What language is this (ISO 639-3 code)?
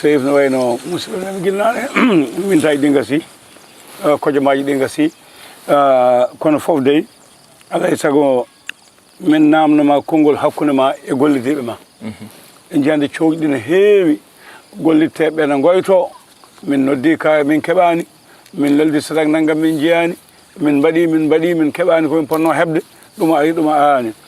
ful